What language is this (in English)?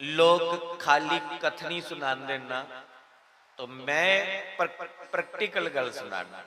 Dogri